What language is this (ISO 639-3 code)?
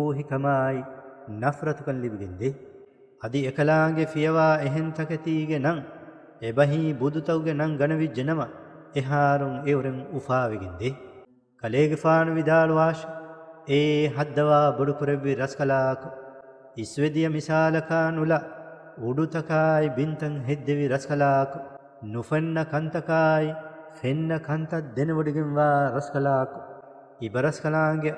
div